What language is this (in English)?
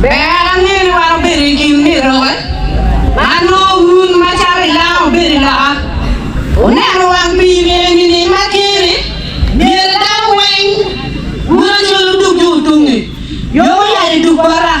Acoli